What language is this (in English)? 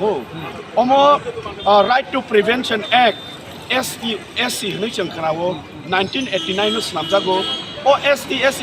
Kok Borok